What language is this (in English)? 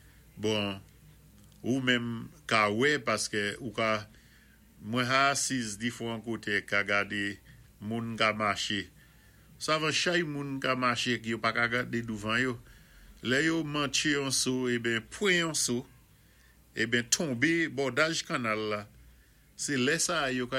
Saint Lucian Creole French